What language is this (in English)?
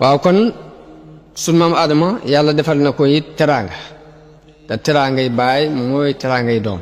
Wolof